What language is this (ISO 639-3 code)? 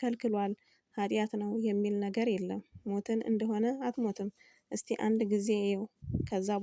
amh